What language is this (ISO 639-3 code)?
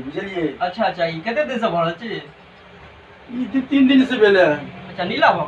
mai